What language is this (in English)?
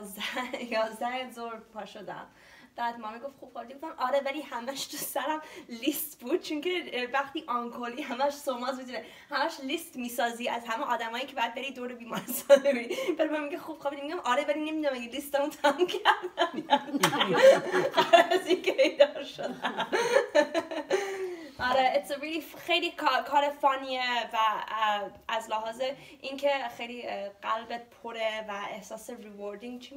Persian